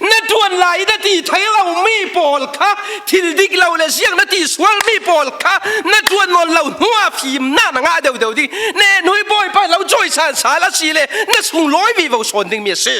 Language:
Falam Chin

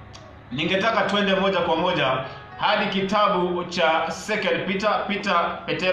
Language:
Swahili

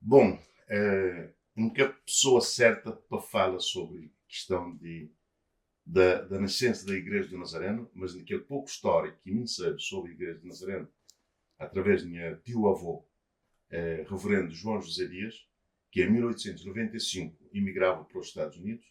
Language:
Kabuverdianu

